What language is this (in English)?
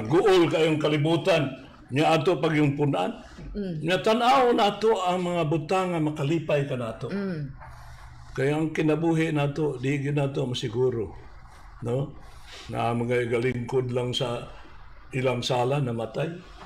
Cebuano